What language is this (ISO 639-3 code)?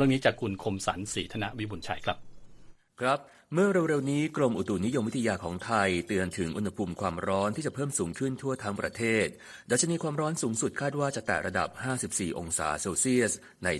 tha